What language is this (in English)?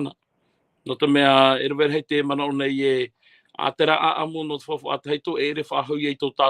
Tahitian